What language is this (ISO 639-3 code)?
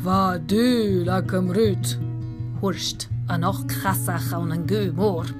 gla